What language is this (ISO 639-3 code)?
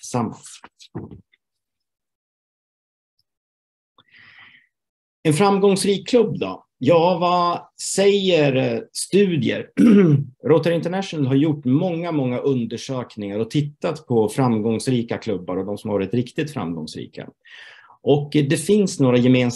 swe